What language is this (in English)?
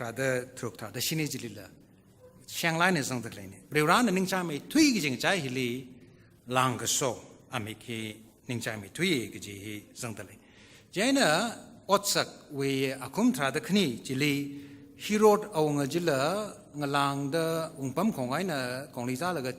Tangkhul Naga (India)